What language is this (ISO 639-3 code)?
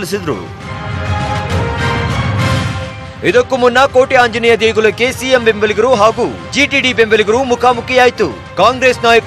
kan